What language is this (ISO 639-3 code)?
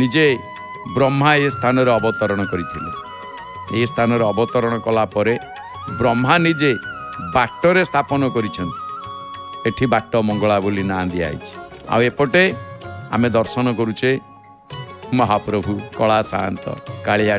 ori